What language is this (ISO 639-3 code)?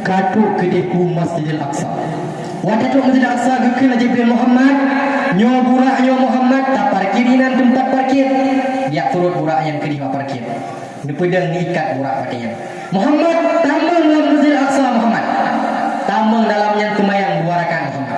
ace